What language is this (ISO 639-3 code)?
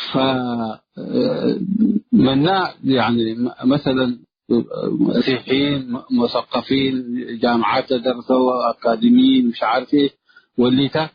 tig